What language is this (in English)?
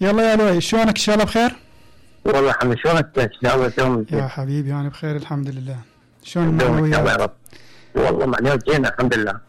Mesopotamian Arabic